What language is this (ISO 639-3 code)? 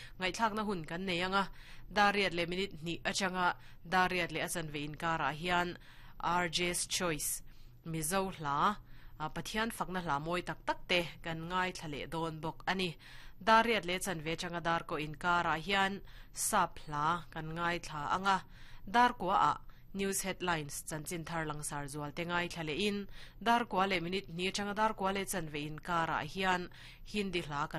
lus